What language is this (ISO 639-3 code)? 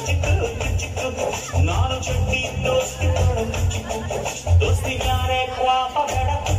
kan